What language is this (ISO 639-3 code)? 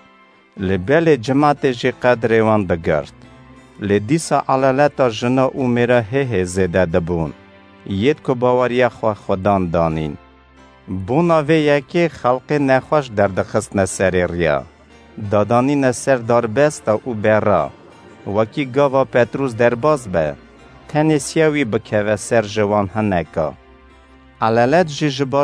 kur